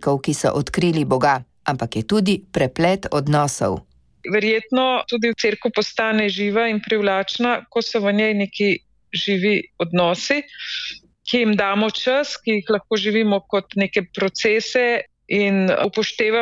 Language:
Slovenian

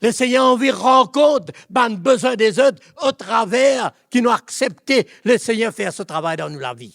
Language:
Morisyen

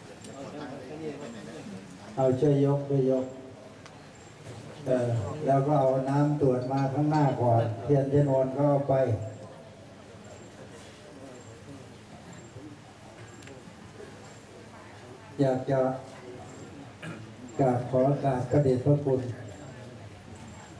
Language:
Thai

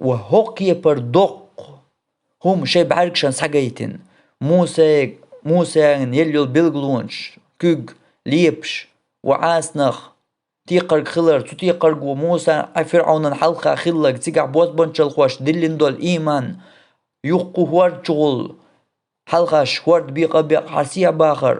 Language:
Chechen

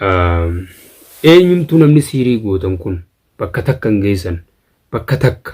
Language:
Oromo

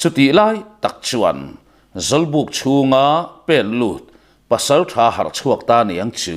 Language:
Mizo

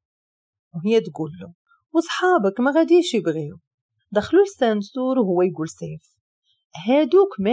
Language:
Moroccan Arabic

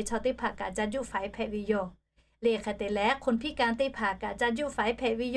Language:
Lahu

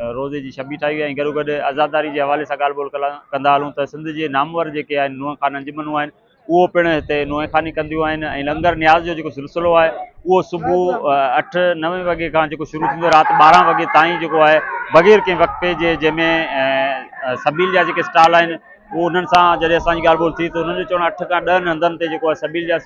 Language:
Sindhi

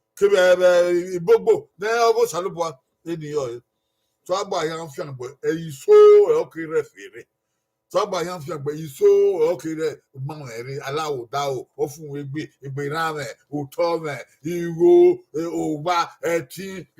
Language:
Bini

